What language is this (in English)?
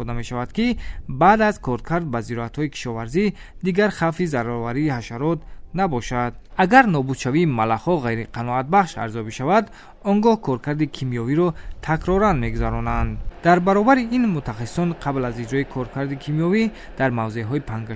Tajik